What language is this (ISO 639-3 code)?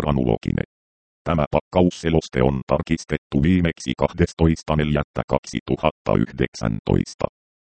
fin